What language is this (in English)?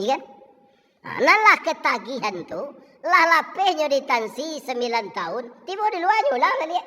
Minangkabau